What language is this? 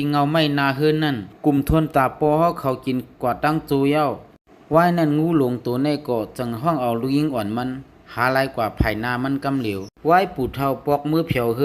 Shan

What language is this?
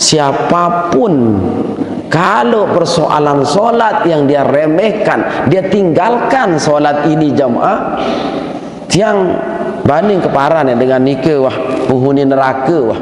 Sasak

